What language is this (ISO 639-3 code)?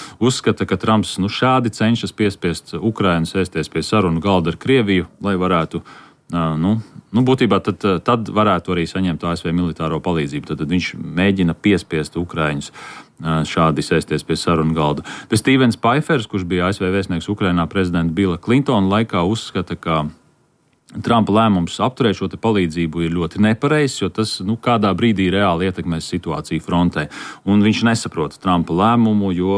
lav